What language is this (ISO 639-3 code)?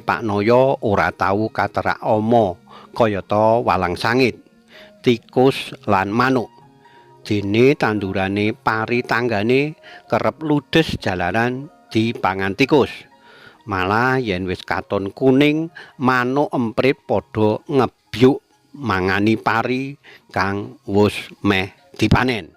jav